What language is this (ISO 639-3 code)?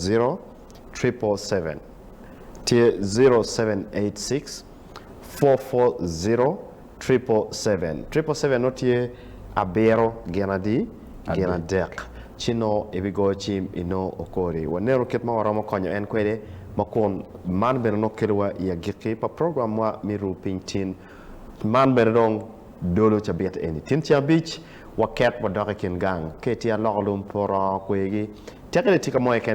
ach